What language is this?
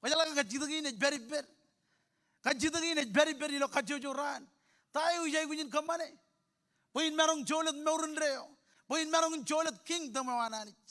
Marshallese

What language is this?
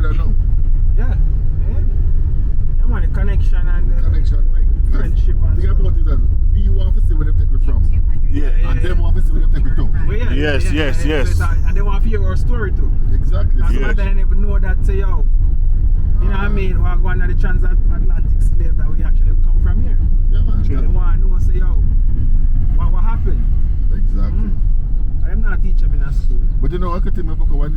Jamaican Creole English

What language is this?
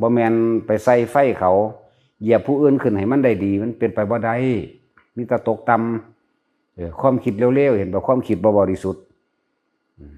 Northeastern Thai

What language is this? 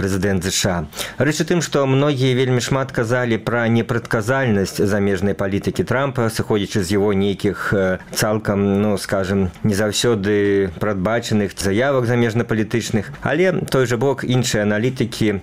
Belarusian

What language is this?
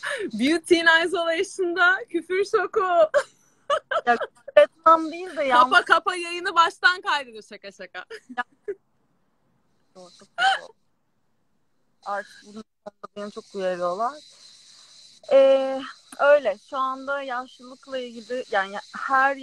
Turkish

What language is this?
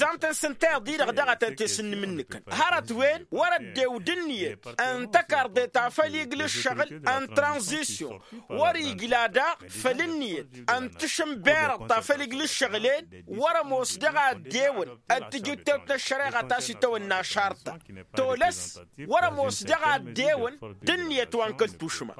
Tamasheq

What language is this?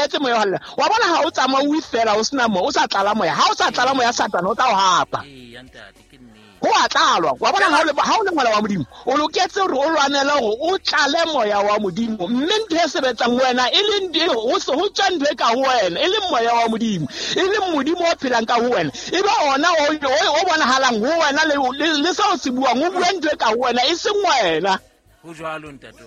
Southern Sotho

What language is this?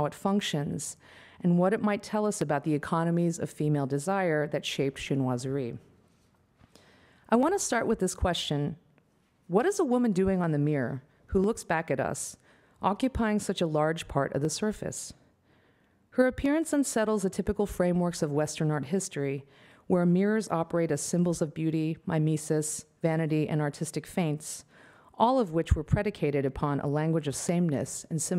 English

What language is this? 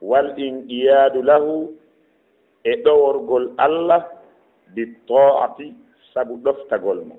Fula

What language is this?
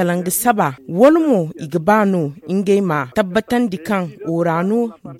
Zarma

